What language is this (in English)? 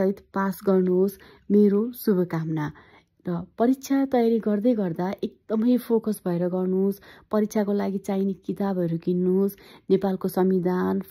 Nepali